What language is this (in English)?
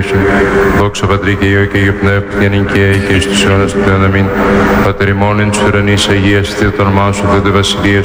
Greek